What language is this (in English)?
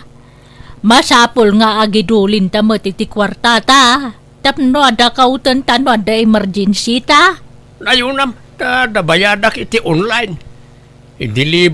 Iloko